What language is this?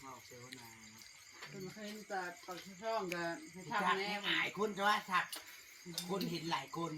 Northeastern Thai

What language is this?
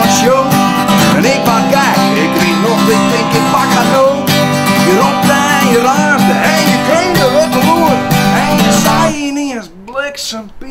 Western Frisian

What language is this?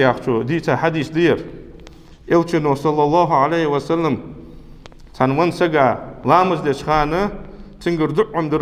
Ingush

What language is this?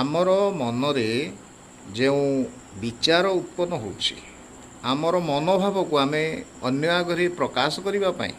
Odia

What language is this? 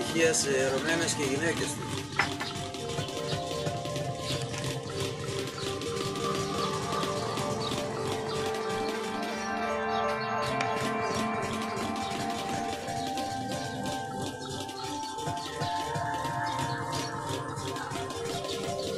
Greek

